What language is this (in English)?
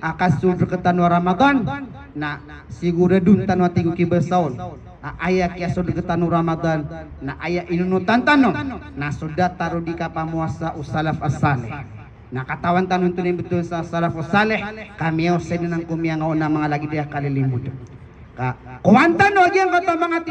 Maranao